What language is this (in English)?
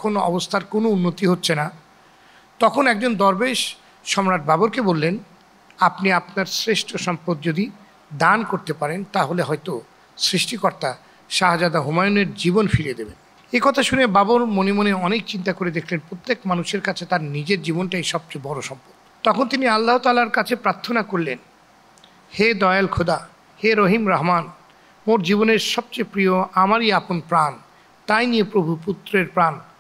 Bangla